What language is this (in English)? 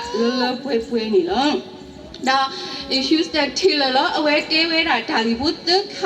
S'gaw Karen